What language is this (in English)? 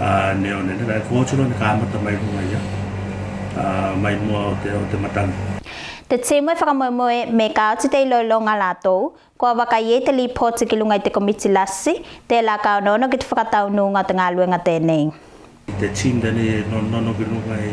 Tuvalu